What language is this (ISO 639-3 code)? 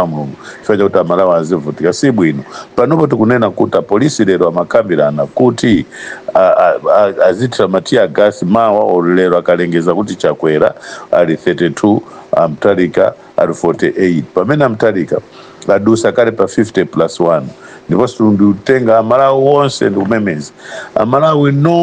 nya